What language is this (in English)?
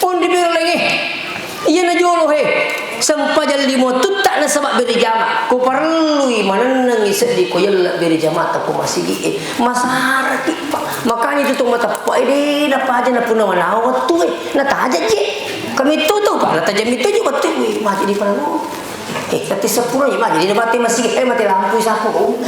Buginese